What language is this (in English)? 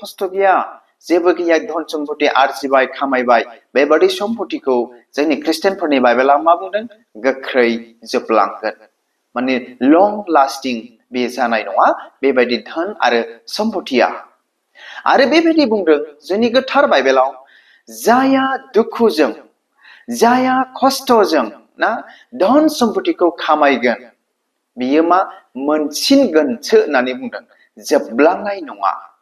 Bodo